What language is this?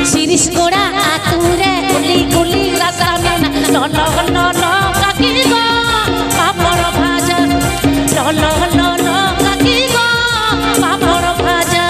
Santali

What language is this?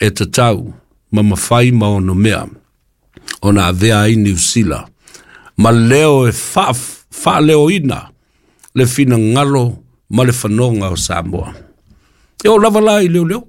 Samoan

